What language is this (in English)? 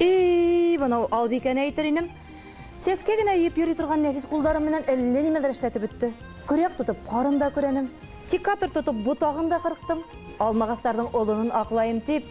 Bashkir